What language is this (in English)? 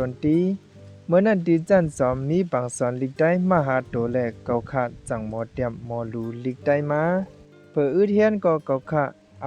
Shan